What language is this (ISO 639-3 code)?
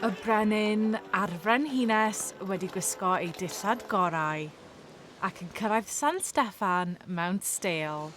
cym